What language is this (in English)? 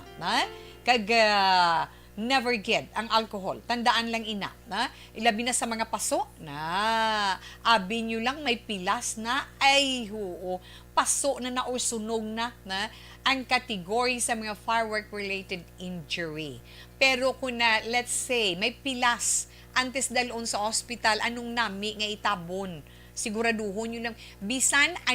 Hiligaynon